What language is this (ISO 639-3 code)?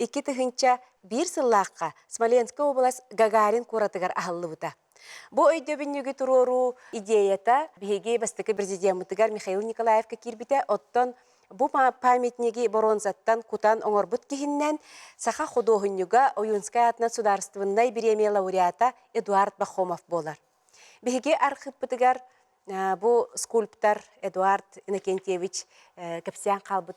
sah